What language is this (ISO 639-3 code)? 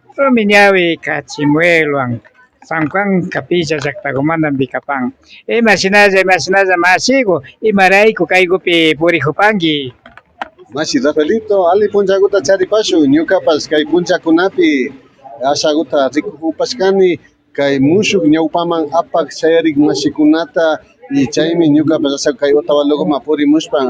qvi